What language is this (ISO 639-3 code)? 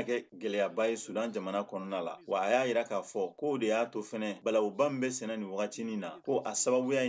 bam